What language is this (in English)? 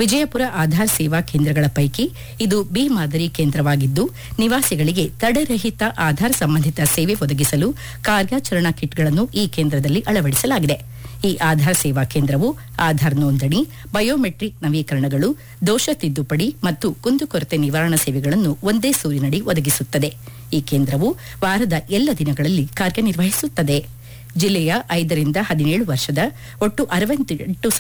Kannada